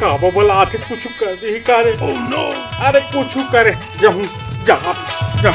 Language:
Chhattisgarhi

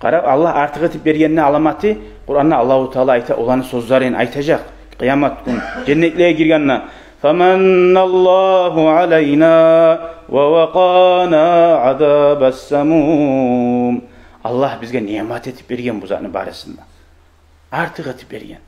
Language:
Kumyk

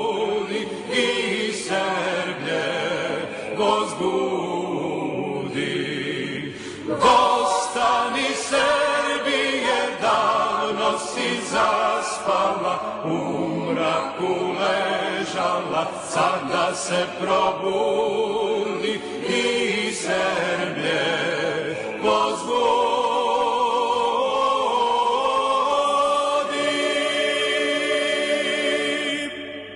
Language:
Serbian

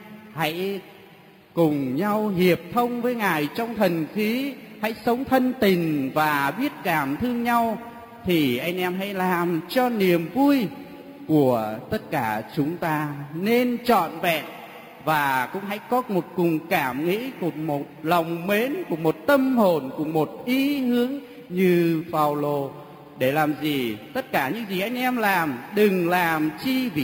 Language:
Vietnamese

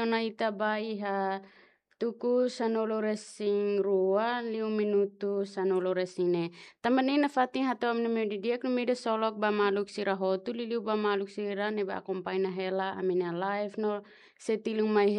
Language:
Tetum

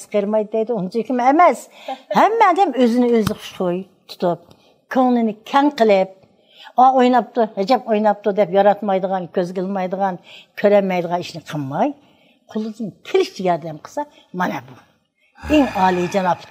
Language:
Uyghur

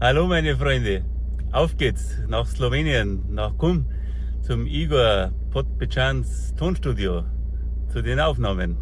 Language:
Bavarian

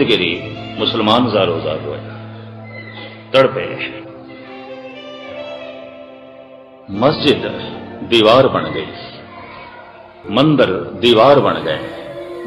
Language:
Punjabi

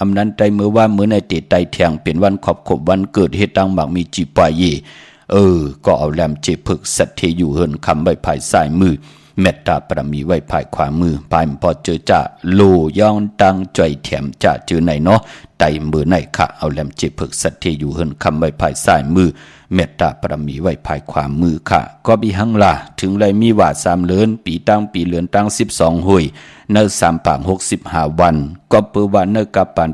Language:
Shan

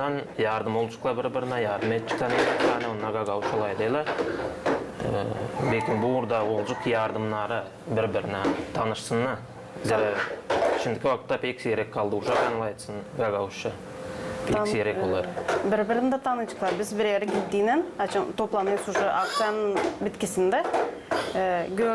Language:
Gagauz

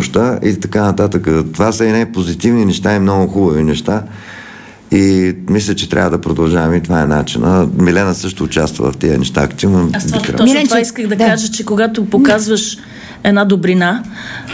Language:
Bulgarian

